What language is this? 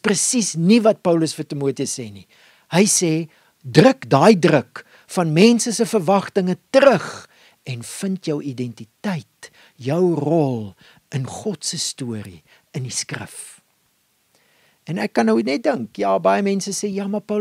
Afrikaans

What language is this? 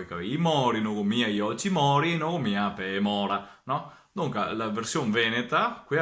Venetian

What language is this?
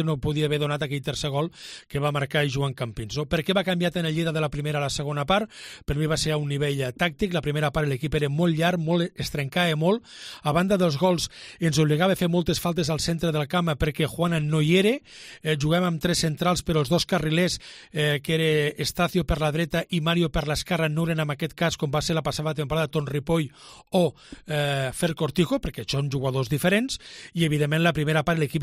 Catalan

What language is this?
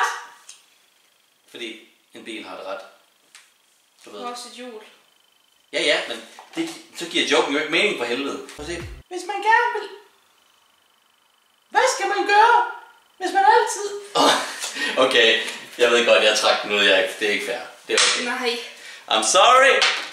Danish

